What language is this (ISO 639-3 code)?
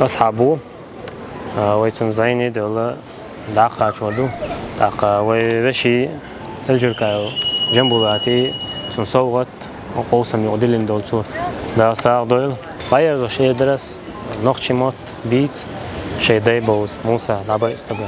che